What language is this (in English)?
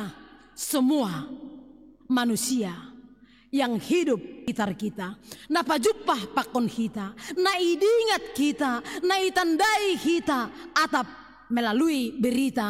Batak Simalungun